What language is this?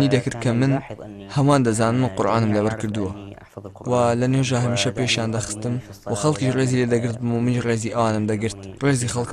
Central Kurdish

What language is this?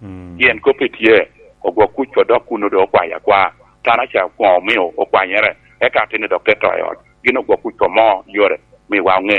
Lango (Uganda)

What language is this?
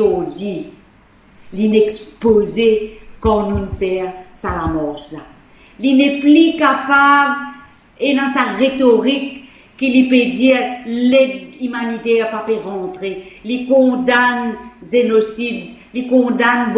Morisyen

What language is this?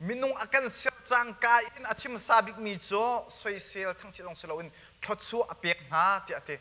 Hakha Chin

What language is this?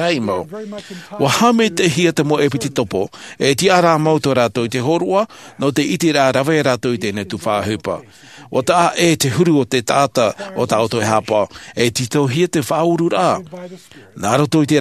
Tahitian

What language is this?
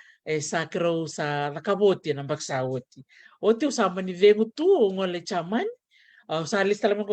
Fijian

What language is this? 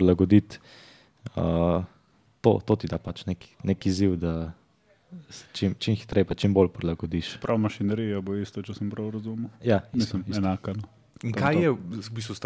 Slovenian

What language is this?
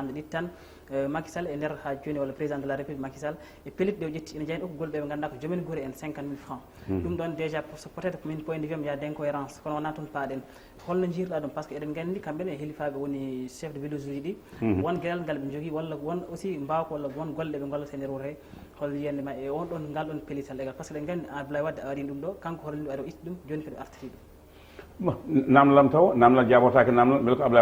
Fula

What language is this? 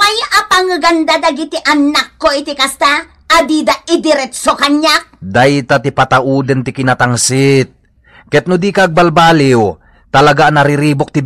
Iloko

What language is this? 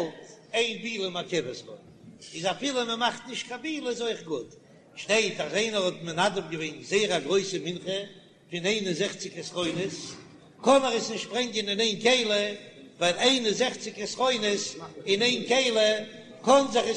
Yiddish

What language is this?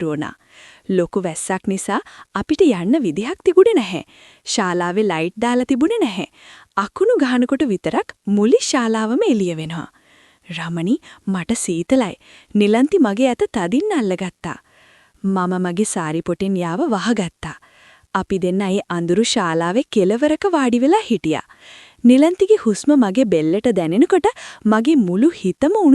Sinhala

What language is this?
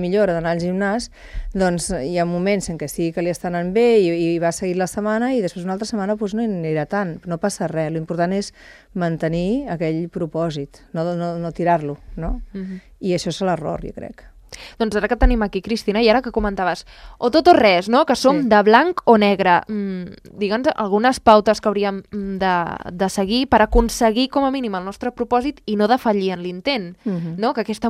Catalan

